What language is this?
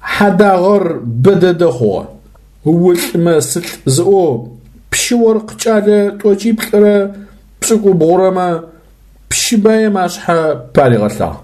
Adyghe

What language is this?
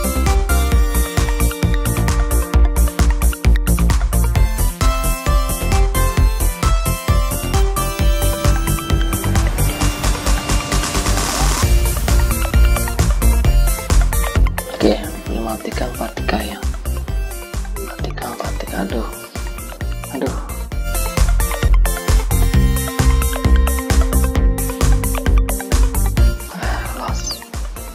Indonesian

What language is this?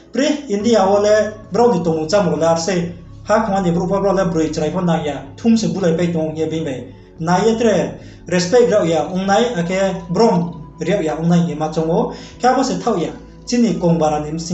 Riang (India)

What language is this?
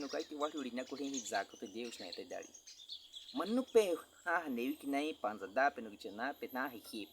Baniwa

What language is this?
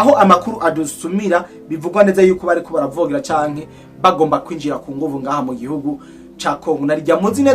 Rundi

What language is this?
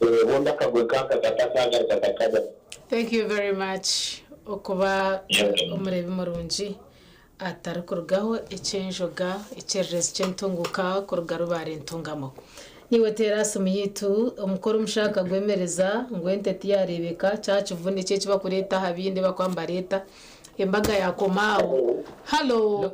Nyankole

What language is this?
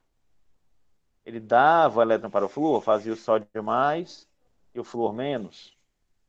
Portuguese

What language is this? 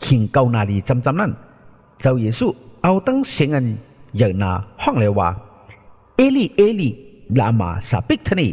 Shan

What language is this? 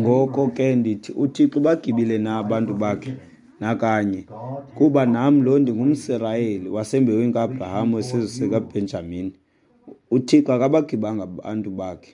Xhosa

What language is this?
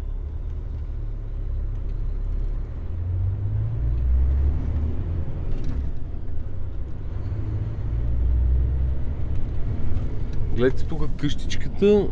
Bulgarian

